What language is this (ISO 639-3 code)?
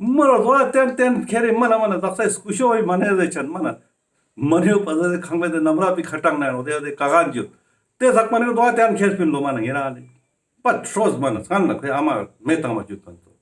lbj